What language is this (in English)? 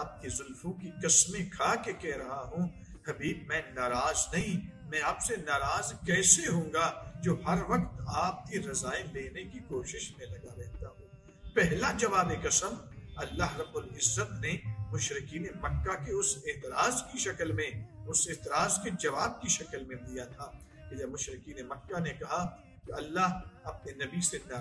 Urdu